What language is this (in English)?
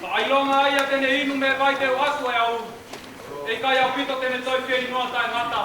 Tongan